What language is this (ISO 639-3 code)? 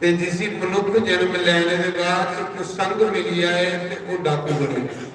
doi